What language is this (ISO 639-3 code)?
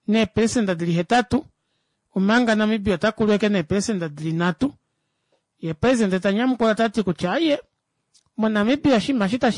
kua